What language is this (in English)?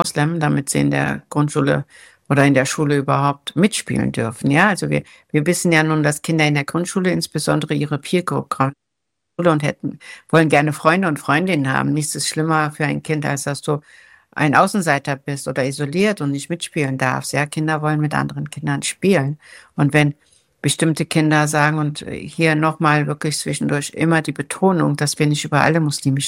German